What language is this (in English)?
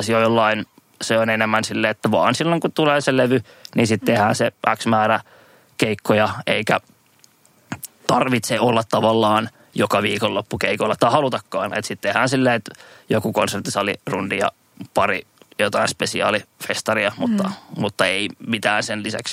Finnish